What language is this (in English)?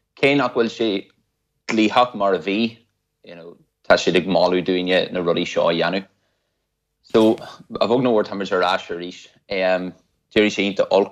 Irish